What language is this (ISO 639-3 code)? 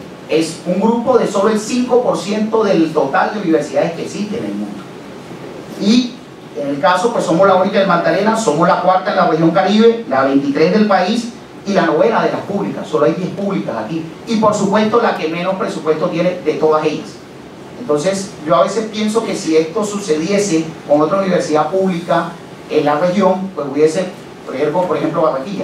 spa